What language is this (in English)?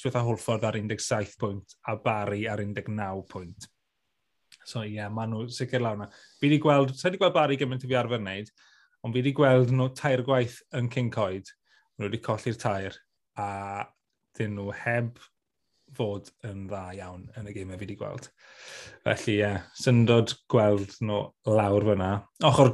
Welsh